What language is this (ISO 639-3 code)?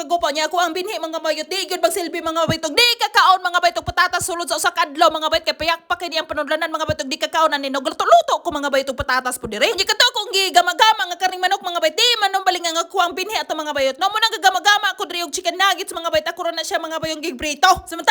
ceb